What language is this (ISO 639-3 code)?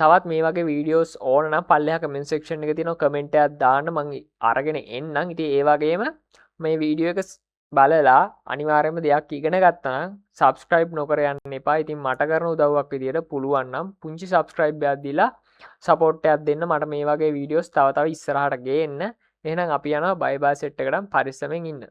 sin